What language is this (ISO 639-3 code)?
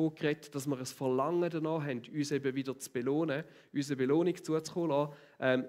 gsw